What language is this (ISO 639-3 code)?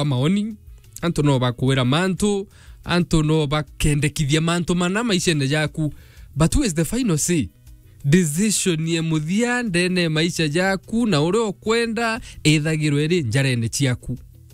mer